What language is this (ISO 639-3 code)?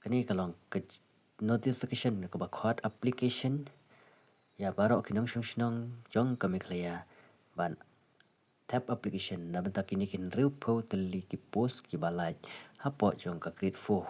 kha